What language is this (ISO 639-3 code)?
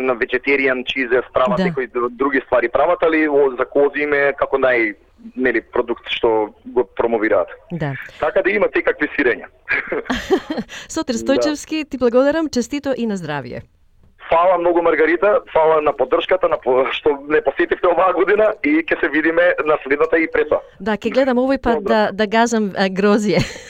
mkd